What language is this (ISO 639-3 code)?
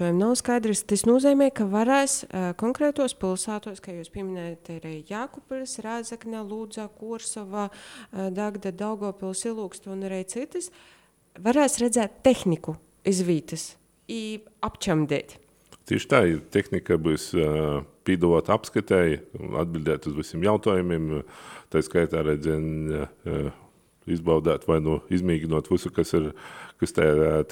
lav